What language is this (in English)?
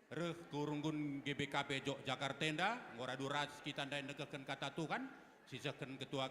Batak Karo